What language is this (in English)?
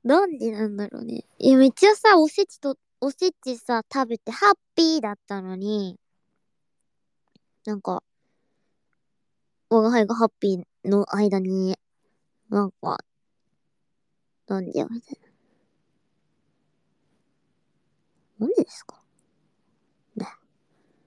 Japanese